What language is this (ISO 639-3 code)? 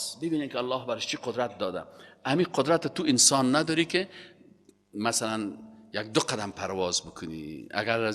fas